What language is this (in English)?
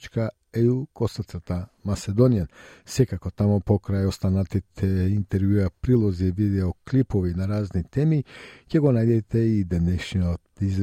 Macedonian